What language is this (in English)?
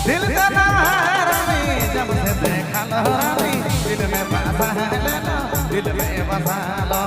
Sadri